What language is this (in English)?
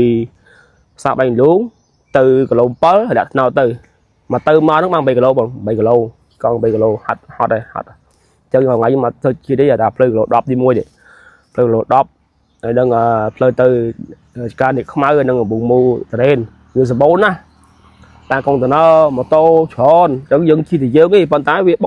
Khmer